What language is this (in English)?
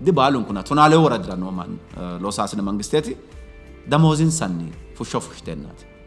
Sidamo